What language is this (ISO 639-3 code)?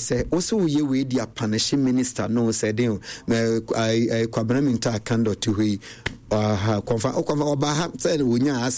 aka